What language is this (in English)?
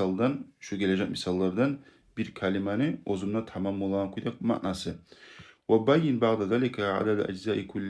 Kumyk